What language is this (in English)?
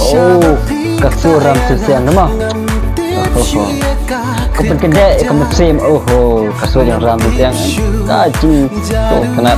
Khasi